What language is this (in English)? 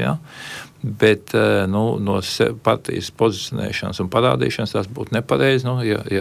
Latvian